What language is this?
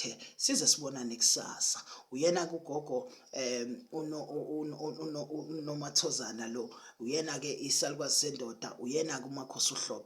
Zulu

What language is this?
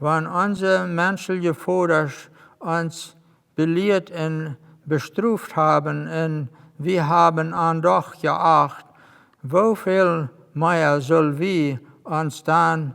Plautdietsch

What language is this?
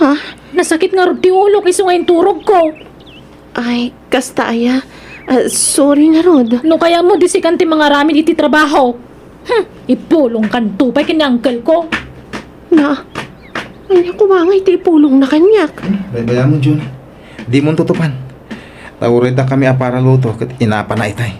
Iloko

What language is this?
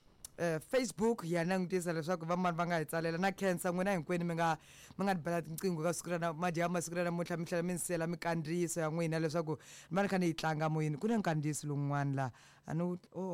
Tsonga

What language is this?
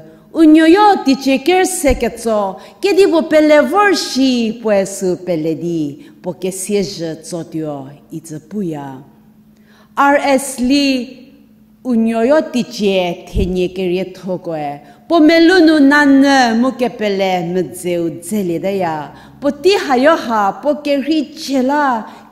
Angami Naga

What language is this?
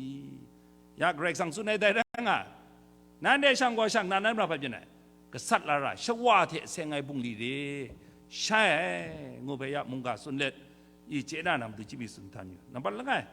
Kachin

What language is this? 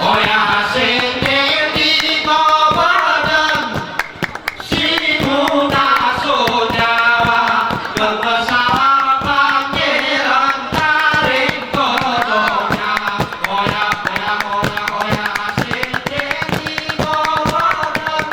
Gayo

